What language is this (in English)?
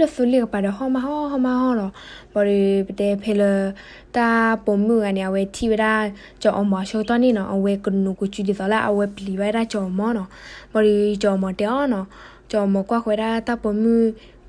S'gaw Karen